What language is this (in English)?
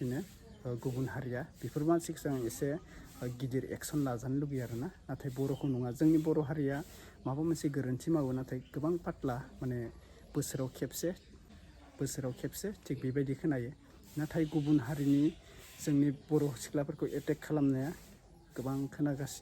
Bodo